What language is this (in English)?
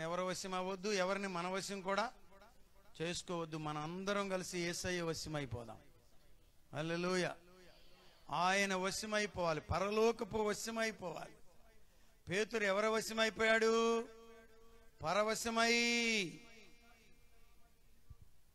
Telugu